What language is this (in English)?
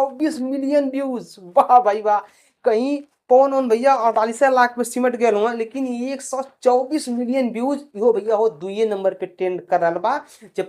Bhojpuri